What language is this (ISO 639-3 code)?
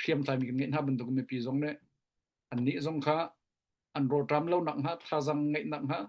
cnh